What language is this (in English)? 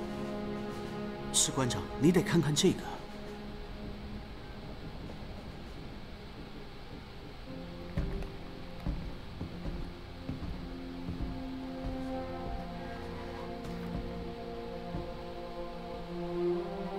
Chinese